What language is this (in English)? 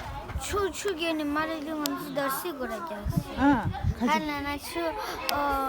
Tibetan